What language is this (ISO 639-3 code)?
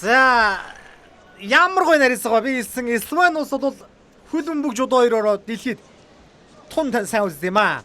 mon